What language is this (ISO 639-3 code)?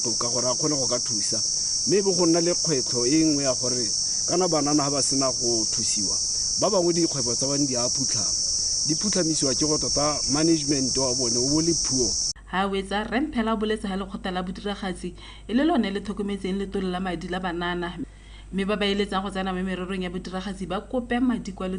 tsn